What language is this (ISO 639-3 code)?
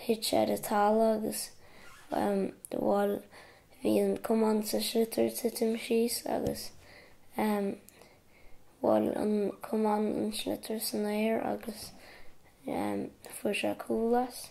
gle